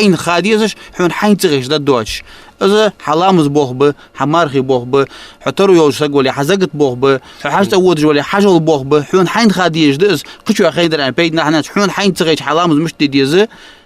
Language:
Ingush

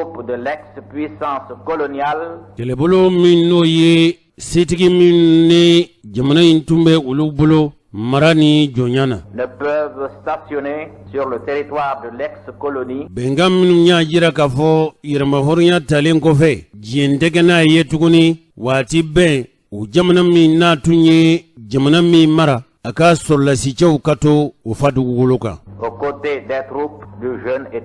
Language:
Bambara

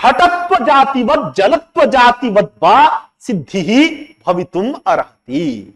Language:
Sanskrit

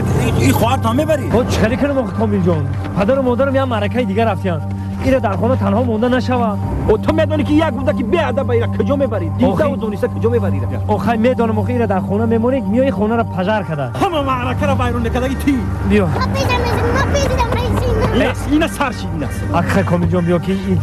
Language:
Tajik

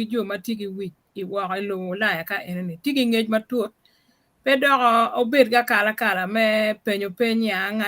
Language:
Acoli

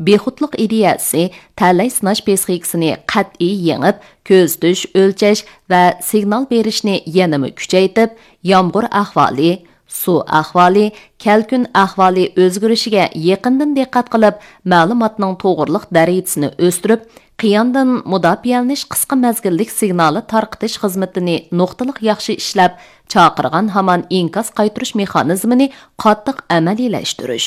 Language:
Uyghur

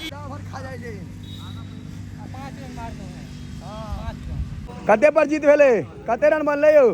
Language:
Maithili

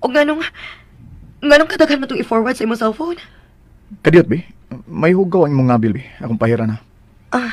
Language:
Cebuano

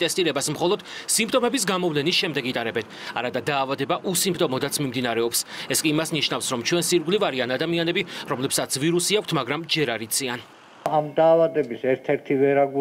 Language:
Georgian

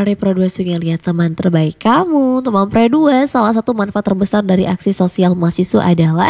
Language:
Indonesian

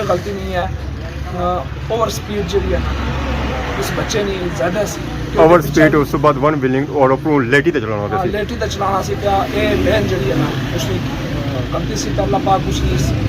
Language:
Pahari-Potwari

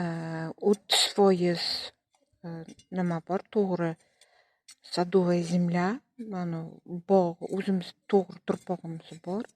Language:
Uzbek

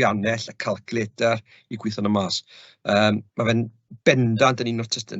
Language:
Welsh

